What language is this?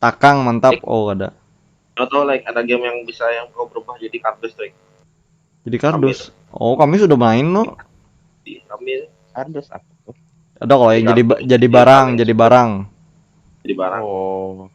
Banjar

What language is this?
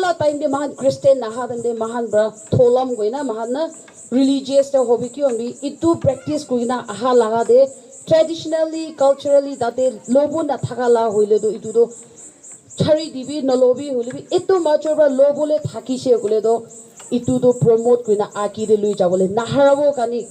Naga Pidgin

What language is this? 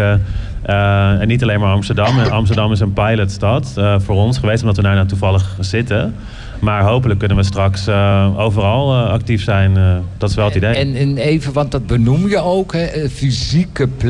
Dutch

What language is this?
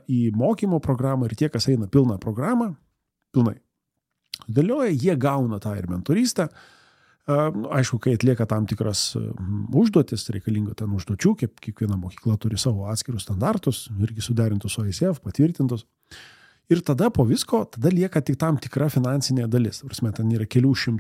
Lithuanian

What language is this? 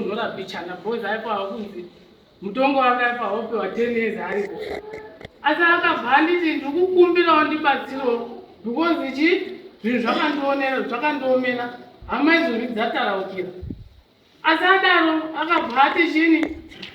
Shona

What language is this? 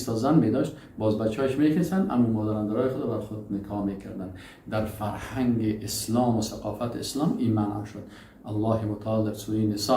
Persian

